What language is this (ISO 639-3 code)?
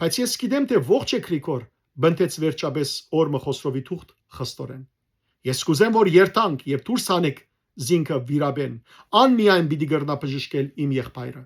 hyw